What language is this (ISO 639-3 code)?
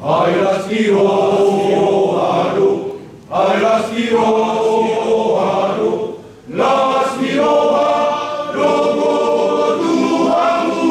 bbc